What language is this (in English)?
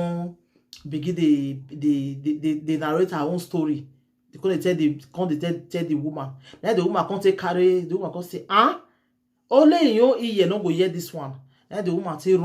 Nigerian Pidgin